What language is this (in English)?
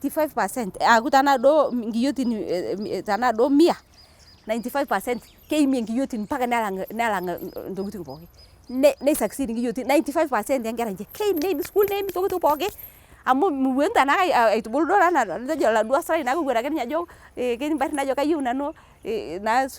Masai